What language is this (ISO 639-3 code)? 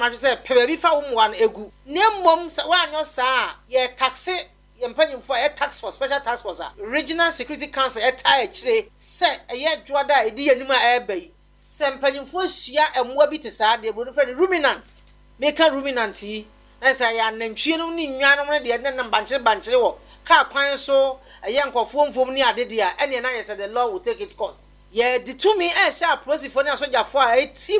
aka